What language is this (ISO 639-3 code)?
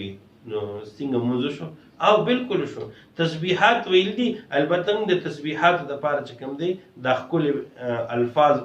pus